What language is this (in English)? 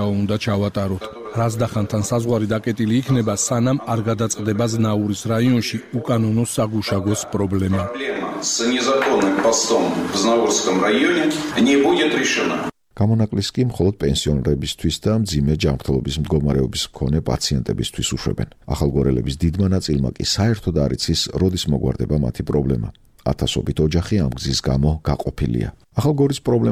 Georgian